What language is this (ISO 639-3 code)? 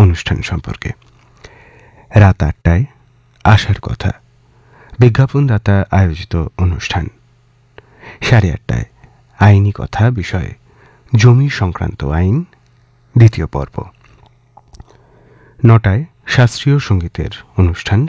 ben